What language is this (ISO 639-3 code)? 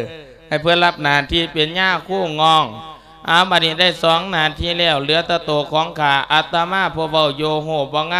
lao